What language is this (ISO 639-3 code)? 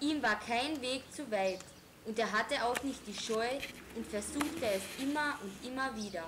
bar